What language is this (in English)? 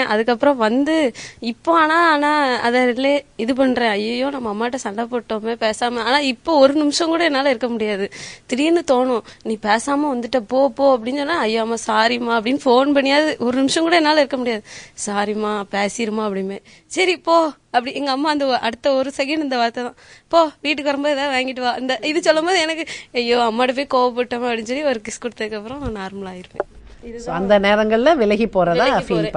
Tamil